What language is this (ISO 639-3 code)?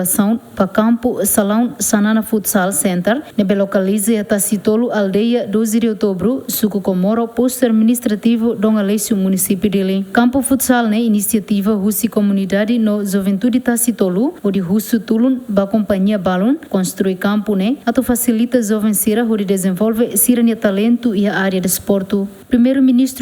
tet